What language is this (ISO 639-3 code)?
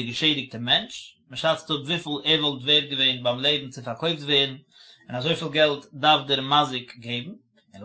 yid